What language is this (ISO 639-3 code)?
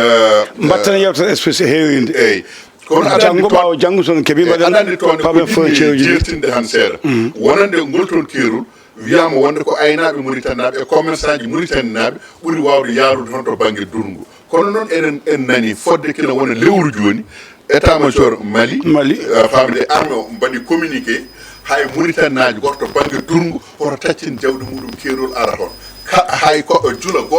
ful